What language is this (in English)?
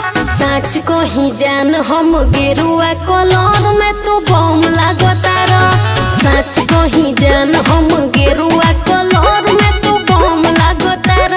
Bhojpuri